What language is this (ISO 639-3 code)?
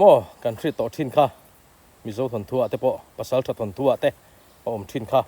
lus